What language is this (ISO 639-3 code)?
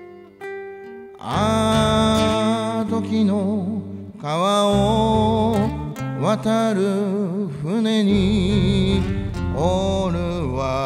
jpn